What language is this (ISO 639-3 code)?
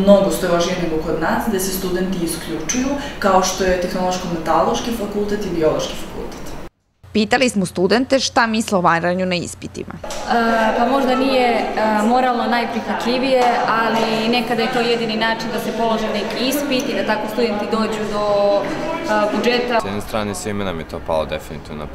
srp